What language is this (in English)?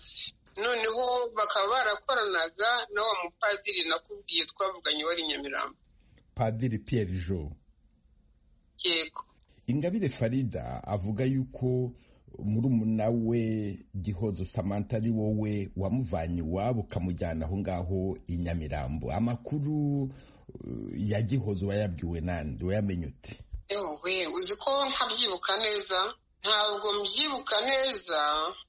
Kinyarwanda